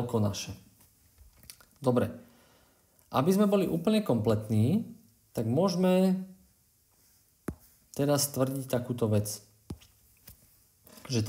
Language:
Slovak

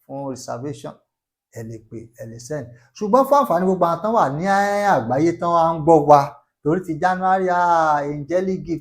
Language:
Yoruba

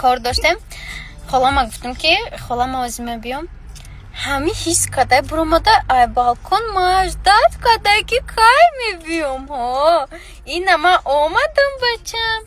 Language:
Tajik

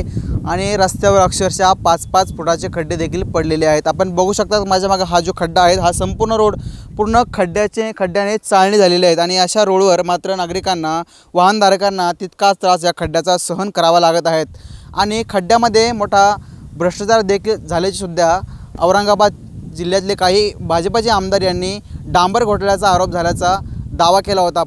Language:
Marathi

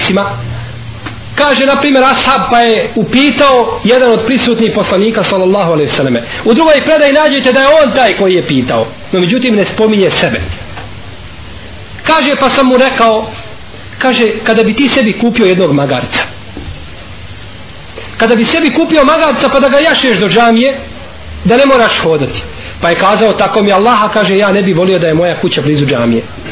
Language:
Bosnian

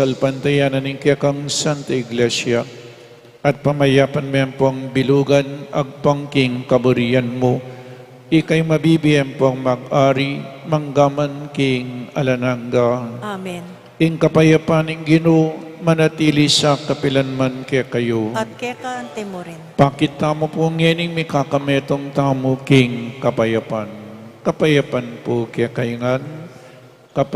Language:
Pampanga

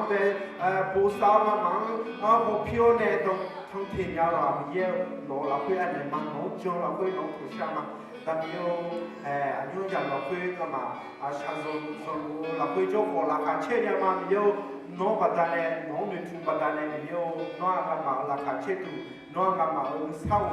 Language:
Akha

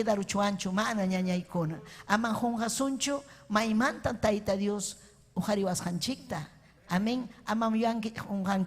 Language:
Ayacucho Quechua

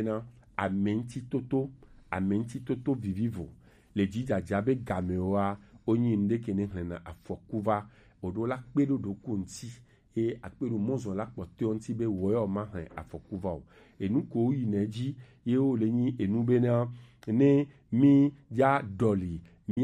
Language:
Gen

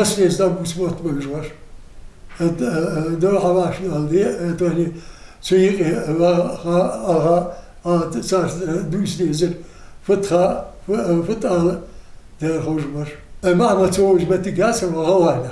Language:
Ingush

